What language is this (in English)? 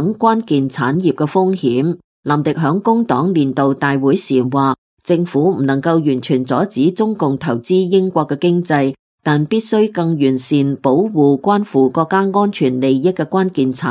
Cantonese